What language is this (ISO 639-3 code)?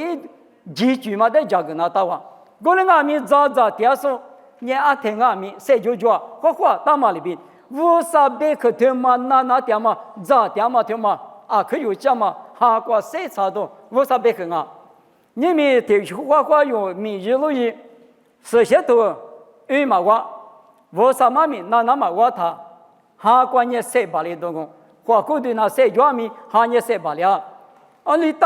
lis